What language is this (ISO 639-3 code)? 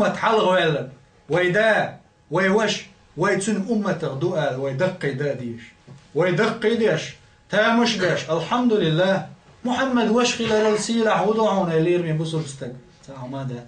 che